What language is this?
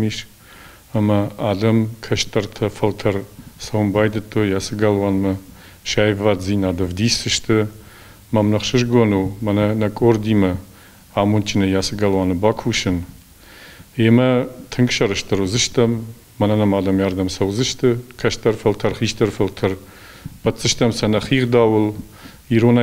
Ossetic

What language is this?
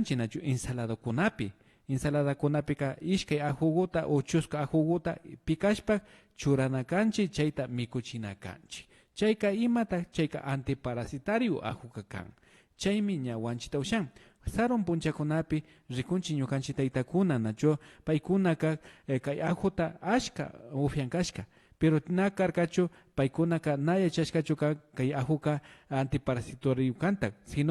Imbabura Highland Quichua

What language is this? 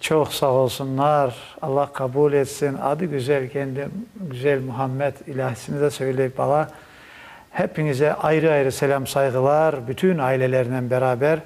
Crimean Tatar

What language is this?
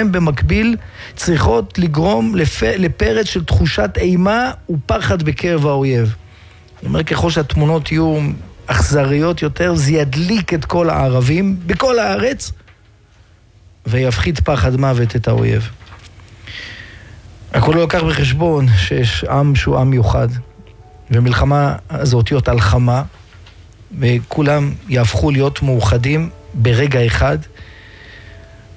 Hebrew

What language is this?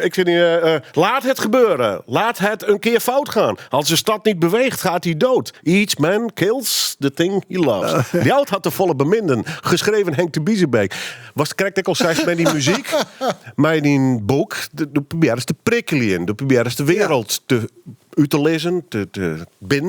Western Frisian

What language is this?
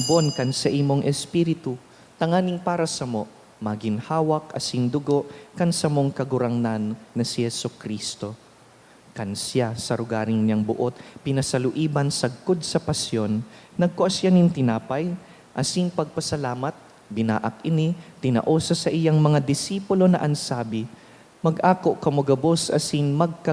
Bikol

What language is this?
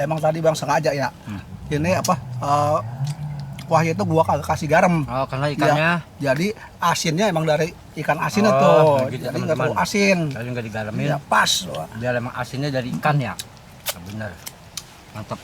Betawi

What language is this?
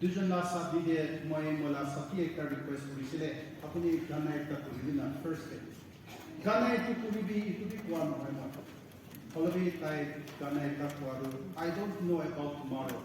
Naga Pidgin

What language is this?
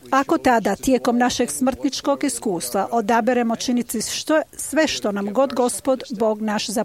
Croatian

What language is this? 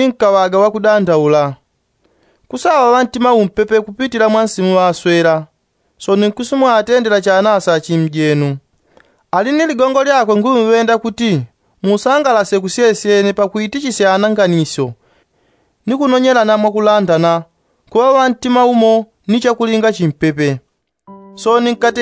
Yao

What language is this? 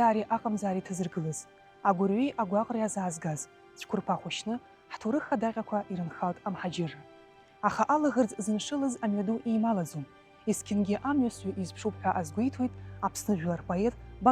Abkhazian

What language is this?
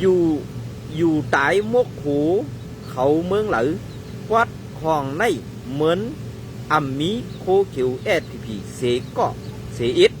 Shan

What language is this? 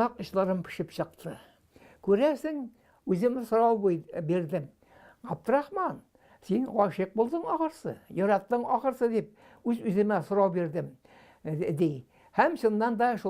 Tatar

